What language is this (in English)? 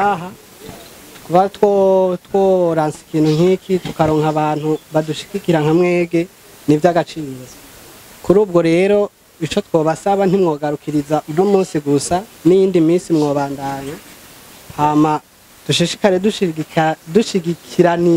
Rundi